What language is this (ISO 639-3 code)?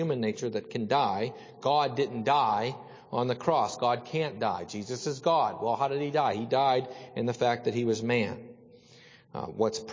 eng